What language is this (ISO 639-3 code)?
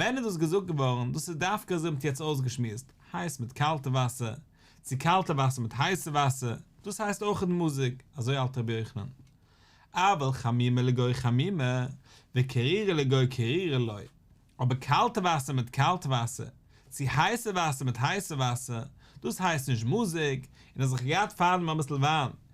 yid